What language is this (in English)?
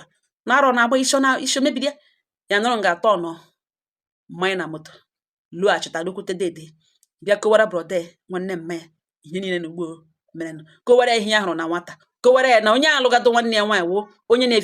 Igbo